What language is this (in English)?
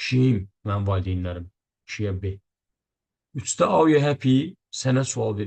Azerbaijani